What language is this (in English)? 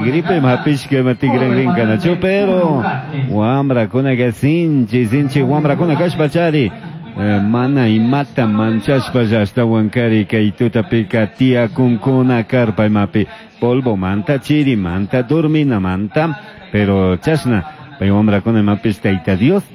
Chimborazo Highland Quichua